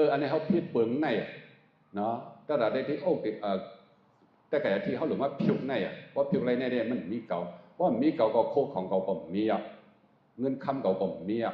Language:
Shan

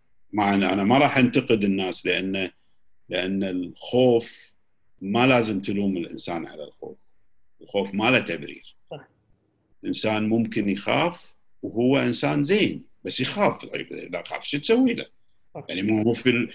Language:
Gulf Arabic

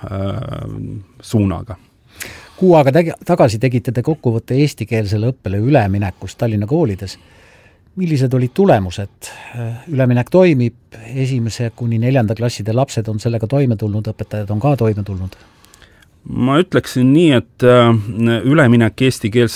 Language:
Estonian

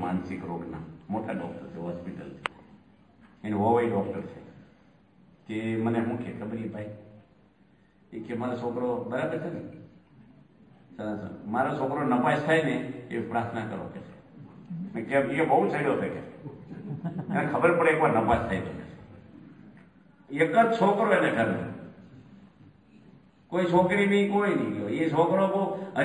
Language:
Gujarati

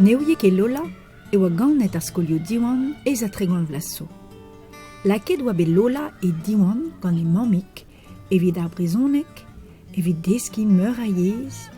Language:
Breton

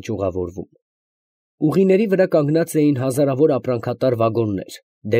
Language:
Armenian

